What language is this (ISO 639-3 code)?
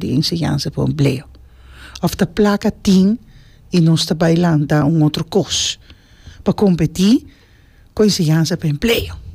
pap